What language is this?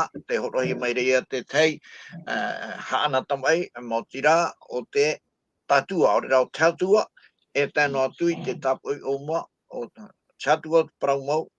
Tahitian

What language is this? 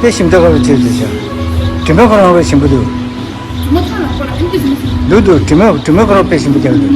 Tibetan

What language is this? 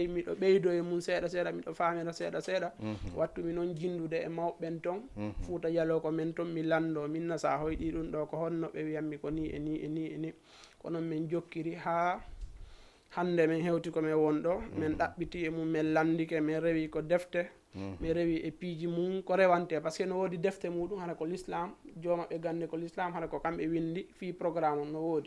Fula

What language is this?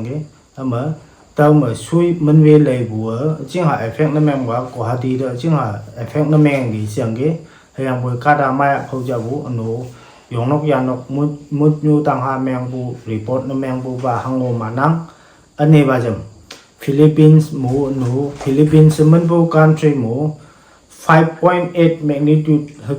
Konyak Naga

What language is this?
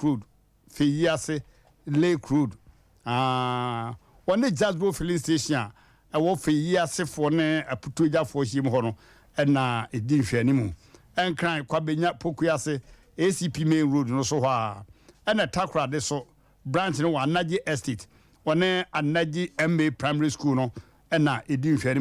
Akan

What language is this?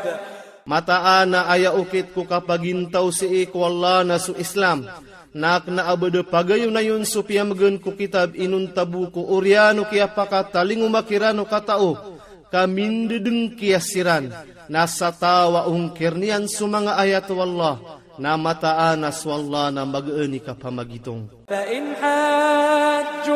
Maranao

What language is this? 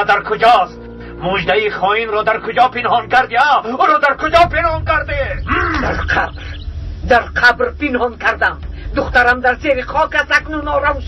Tajik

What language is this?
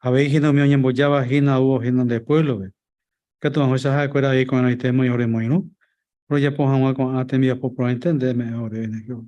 Guarani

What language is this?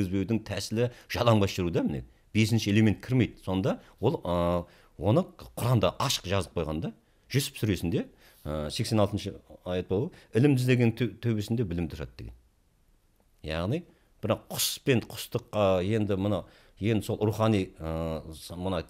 Kazakh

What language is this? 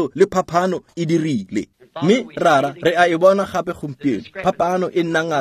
Tswana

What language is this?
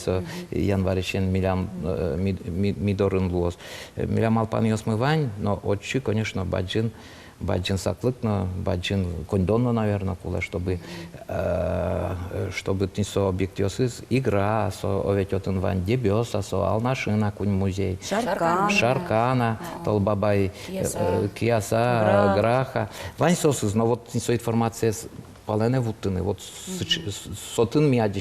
Udmurt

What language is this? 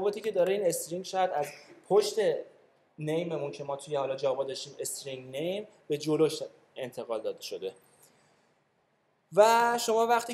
Persian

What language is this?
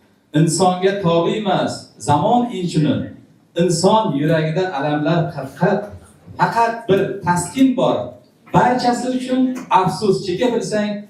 Uzbek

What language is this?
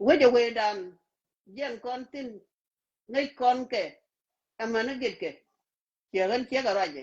Nuer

